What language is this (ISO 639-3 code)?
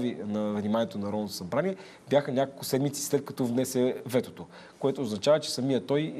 bul